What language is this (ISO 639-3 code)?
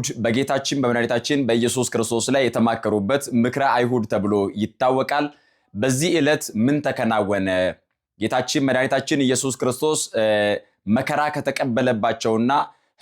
amh